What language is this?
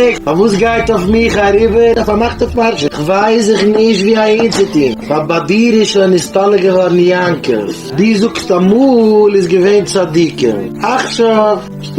Yiddish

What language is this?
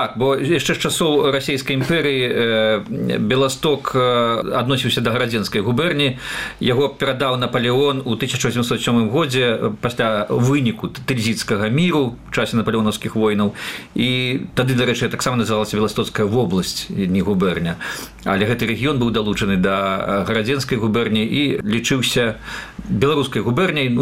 Belarusian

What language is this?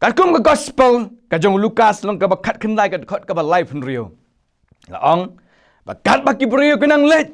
Khasi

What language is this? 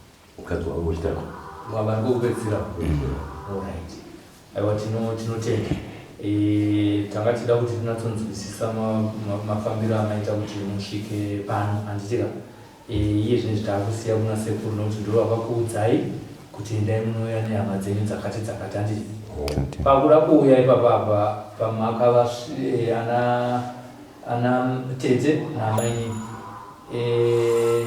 Shona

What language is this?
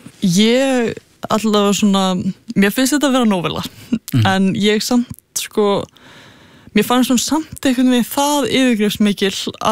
Icelandic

